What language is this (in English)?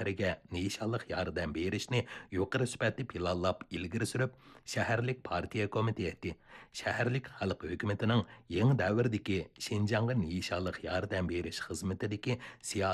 Uyghur